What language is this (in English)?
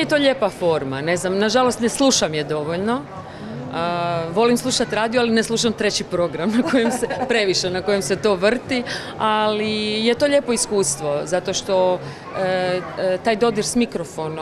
Croatian